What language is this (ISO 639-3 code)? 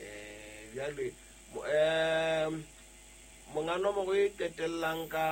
sot